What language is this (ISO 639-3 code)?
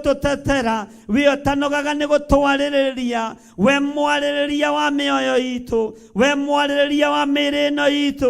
kik